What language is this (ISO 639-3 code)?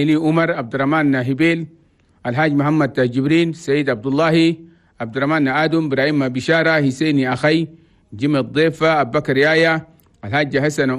shu